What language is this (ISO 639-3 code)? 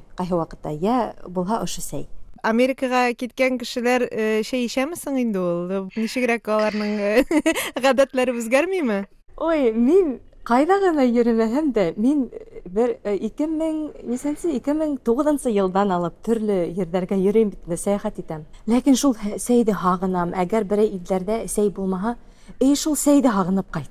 tat